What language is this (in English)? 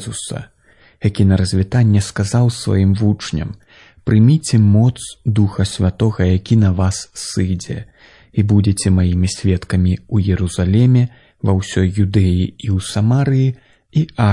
Belarusian